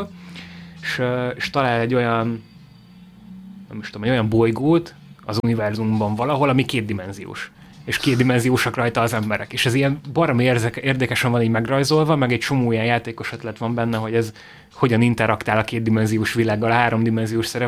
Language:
Hungarian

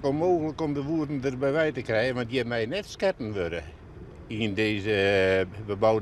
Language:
Western Frisian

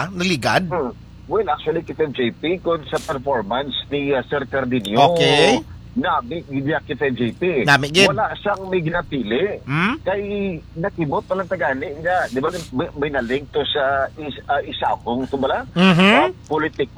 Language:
Hiligaynon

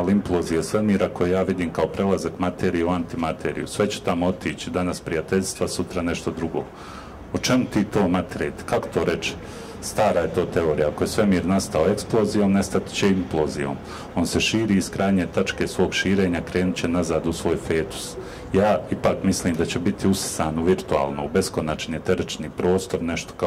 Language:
Bosnian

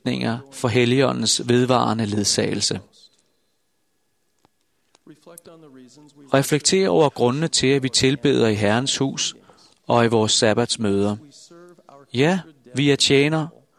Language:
Danish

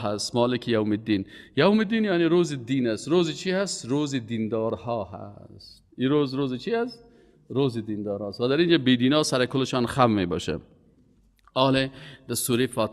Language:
Persian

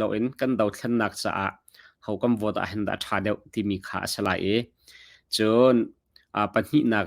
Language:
Hakha Chin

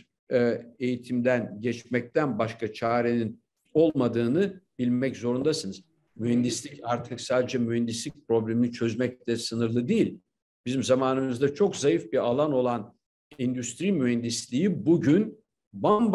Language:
Turkish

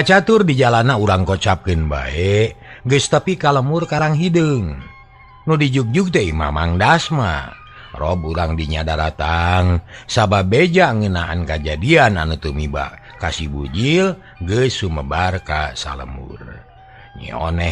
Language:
Sundanese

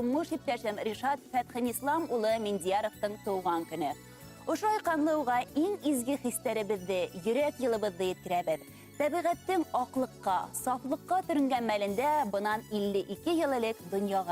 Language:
Bashkir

